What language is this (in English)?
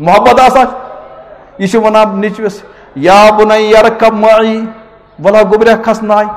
Kashmiri